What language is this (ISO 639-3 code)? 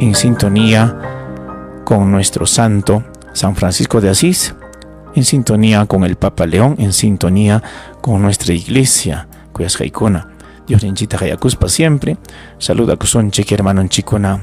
quy